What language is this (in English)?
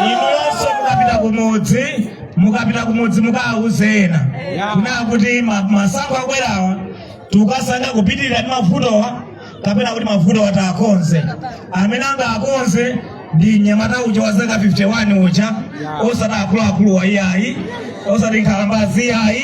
Nyanja